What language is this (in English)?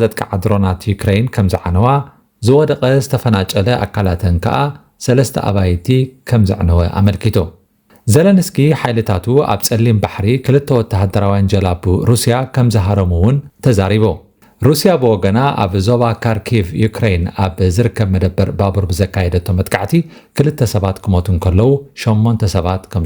Tigrinya